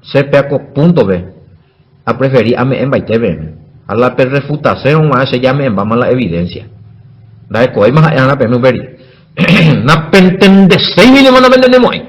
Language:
Guarani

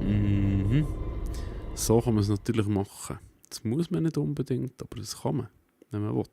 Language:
Swiss German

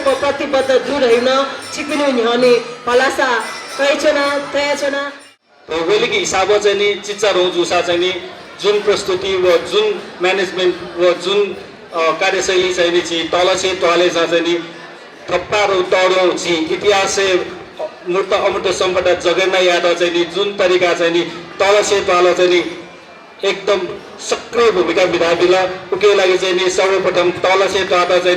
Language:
Newari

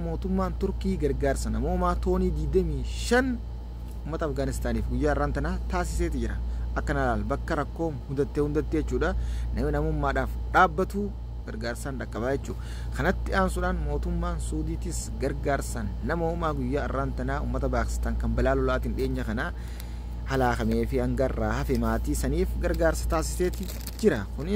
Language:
Oromo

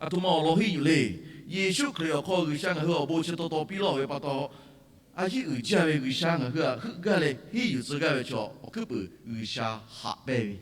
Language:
Lahu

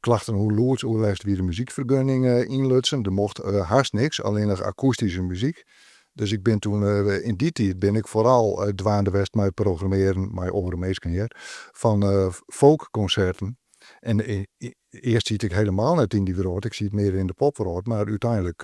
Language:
Western Frisian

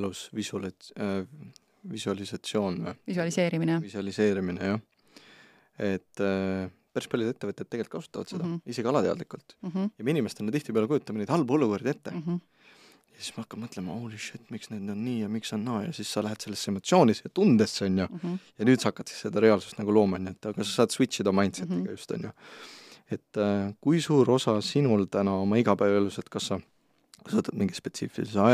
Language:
Estonian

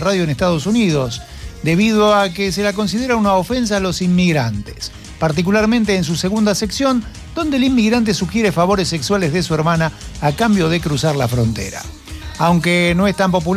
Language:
Spanish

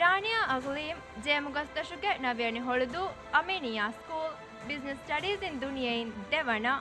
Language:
Divehi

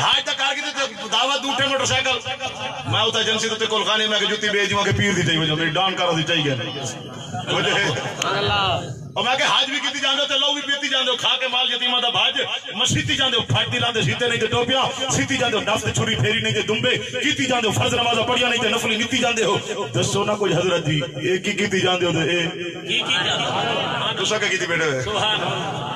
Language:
Saraiki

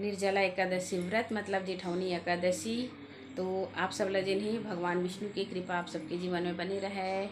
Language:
Chhattisgarhi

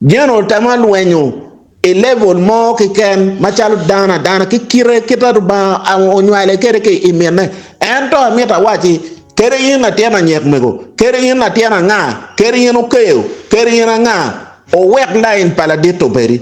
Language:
Acoli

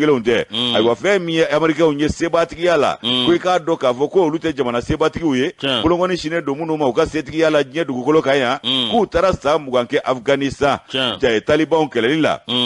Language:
Bambara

